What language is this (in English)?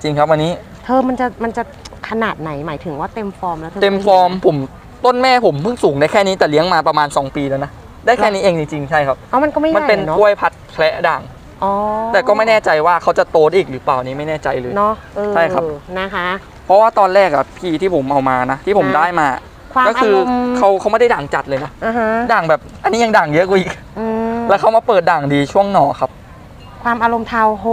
Thai